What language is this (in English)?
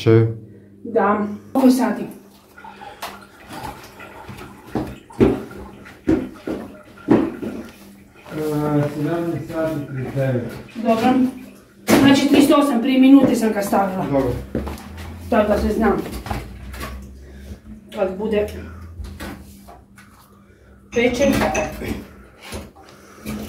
Croatian